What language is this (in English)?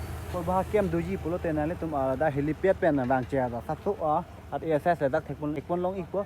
Karbi